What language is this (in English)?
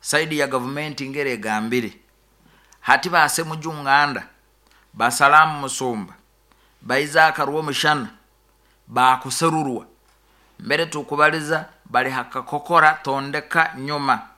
Nyoro